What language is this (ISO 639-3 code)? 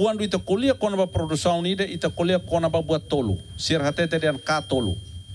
tet